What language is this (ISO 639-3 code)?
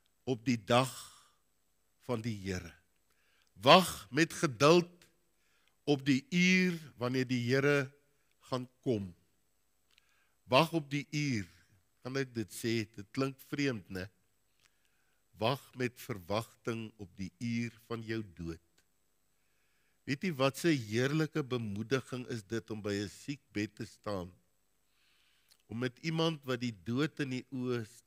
afr